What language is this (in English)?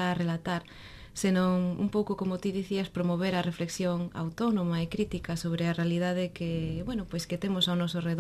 Galician